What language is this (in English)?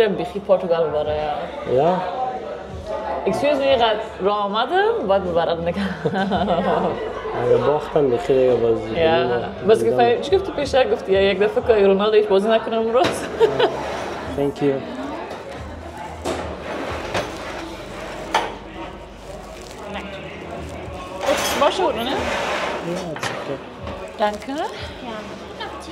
Persian